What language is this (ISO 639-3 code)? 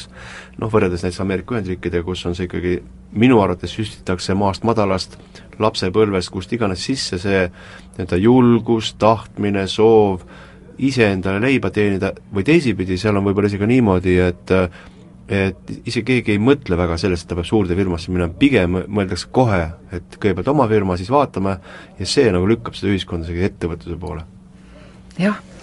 est